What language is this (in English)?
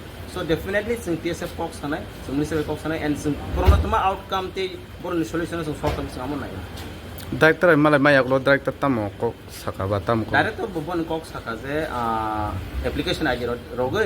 Kok Borok